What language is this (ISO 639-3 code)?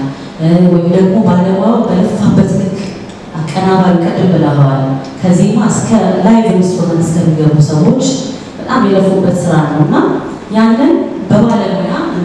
amh